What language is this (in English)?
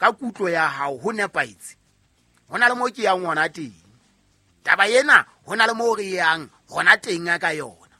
Southern Sotho